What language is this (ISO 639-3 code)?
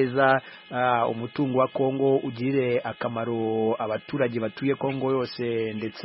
kin